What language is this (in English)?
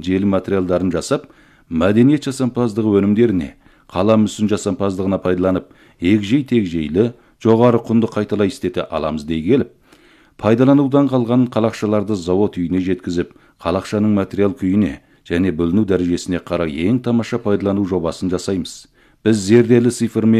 Kazakh